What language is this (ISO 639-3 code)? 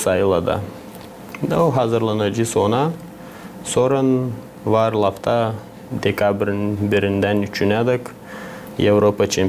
gag